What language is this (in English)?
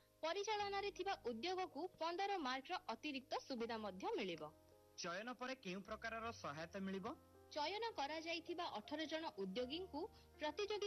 Odia